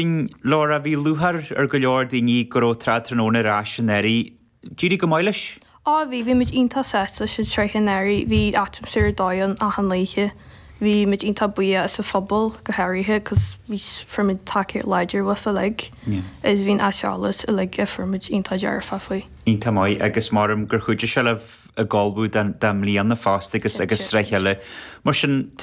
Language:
Irish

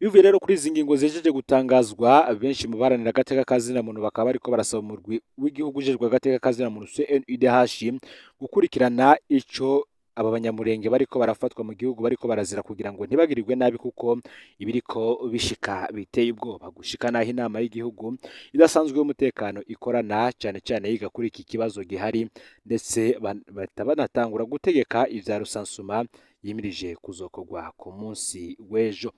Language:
Rundi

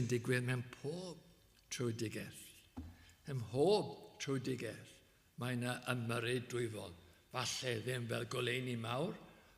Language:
Welsh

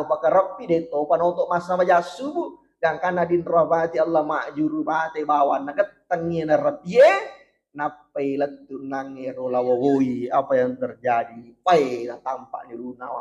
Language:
Buginese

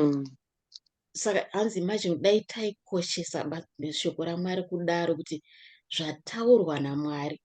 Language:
Shona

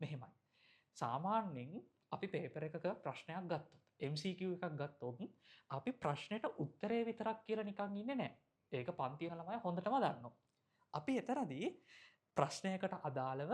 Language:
Sinhala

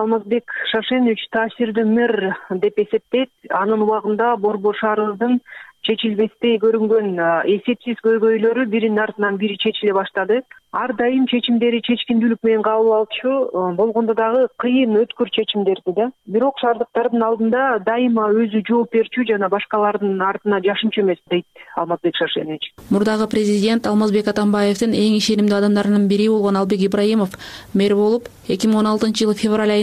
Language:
Kyrgyz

